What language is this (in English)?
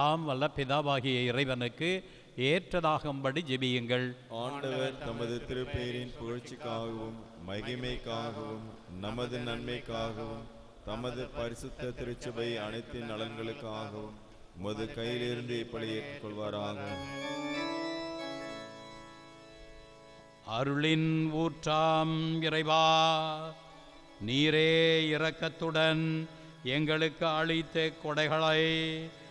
Tamil